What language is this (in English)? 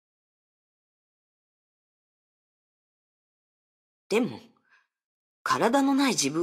Japanese